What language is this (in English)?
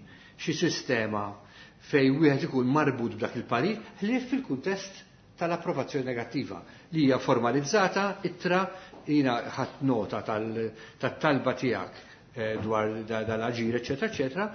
Maltese